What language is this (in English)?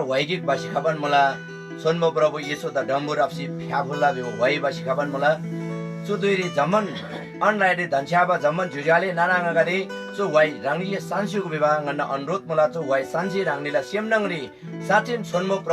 Eastern Tamang